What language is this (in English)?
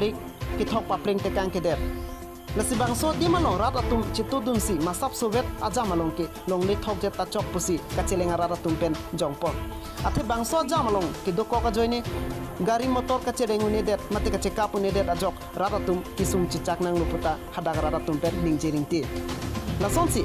Karbi